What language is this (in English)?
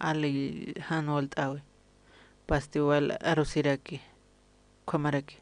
Aymara